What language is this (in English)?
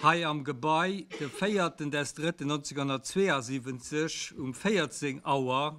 Luxembourgish